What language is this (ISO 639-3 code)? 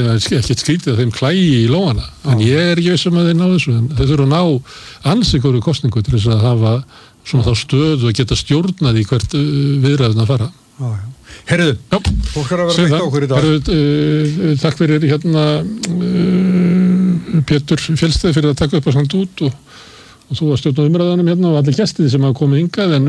isl